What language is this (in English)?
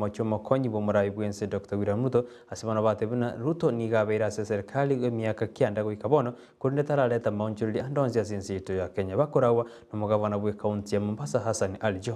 Gusii